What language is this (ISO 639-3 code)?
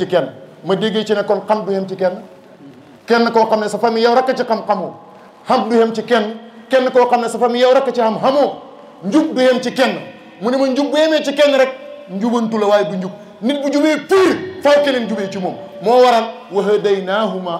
wol